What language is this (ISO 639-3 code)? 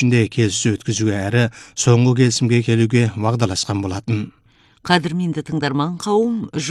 kaz